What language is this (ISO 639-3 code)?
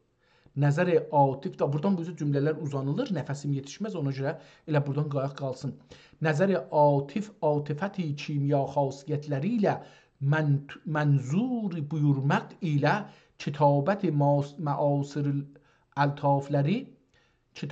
azb